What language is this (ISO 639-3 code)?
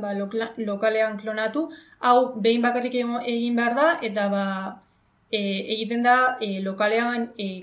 eus